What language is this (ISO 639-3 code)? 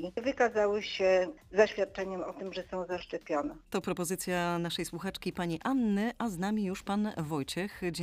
pol